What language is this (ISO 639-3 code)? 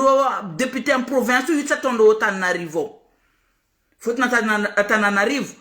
mlg